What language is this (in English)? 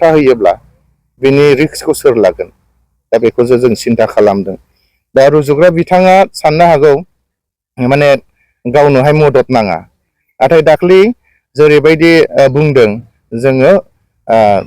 Bodo